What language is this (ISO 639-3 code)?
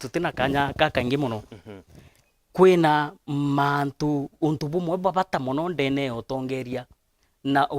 mer